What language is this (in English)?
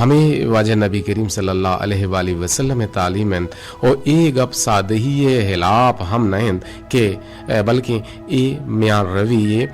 Eastern Balochi